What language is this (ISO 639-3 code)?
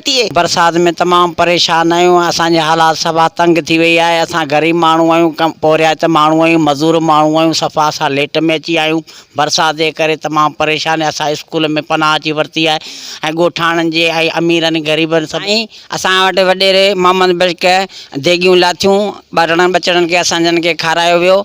snd